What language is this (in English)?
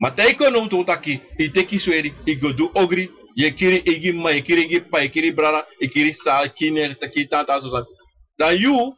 Sranan Tongo